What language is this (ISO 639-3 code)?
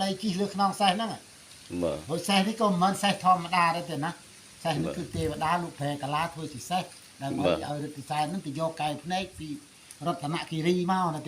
khm